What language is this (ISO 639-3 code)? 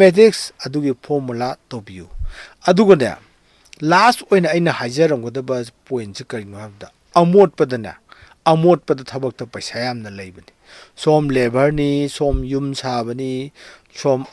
mni